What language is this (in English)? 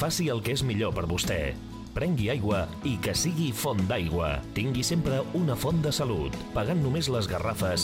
Catalan